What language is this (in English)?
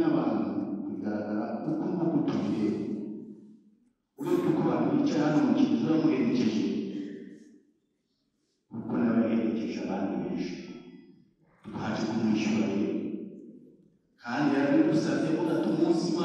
Kinyarwanda